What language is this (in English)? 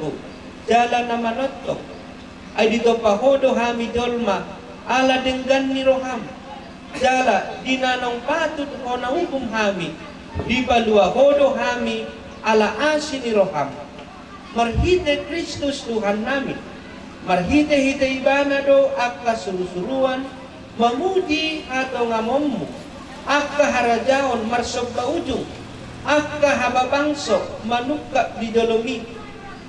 Batak Toba